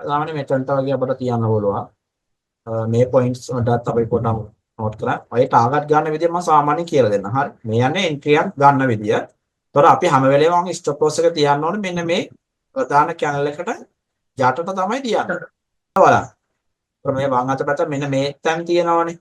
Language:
Sinhala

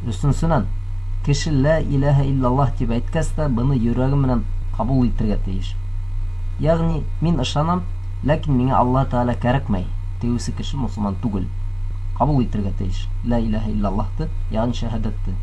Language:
Bashkir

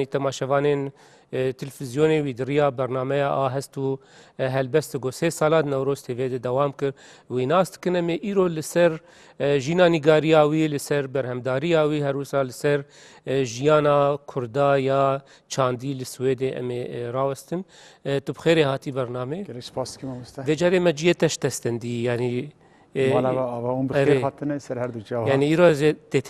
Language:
Kurdish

